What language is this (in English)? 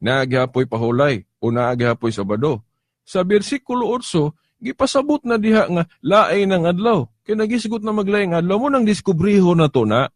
Cebuano